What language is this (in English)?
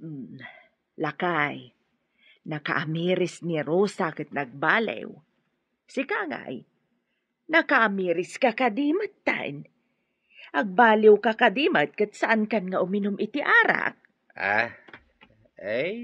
Iloko